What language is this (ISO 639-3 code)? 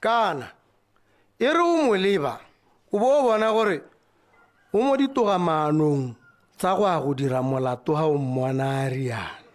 tsn